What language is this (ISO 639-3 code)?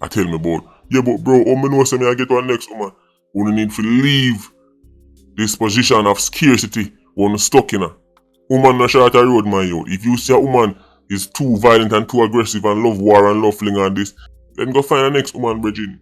jam